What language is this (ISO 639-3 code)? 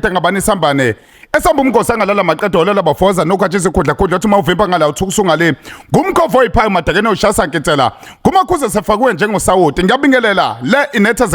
zul